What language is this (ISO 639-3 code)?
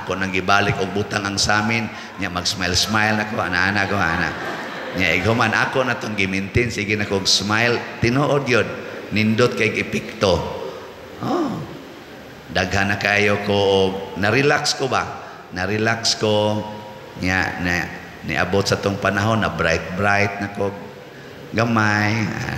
ceb